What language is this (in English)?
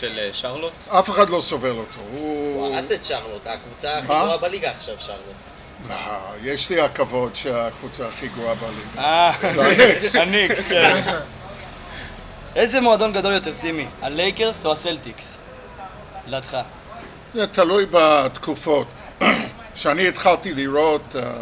Hebrew